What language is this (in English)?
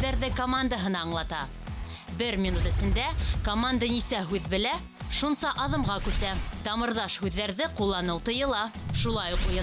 Bashkir